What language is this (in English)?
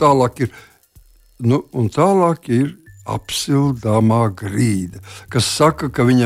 Latvian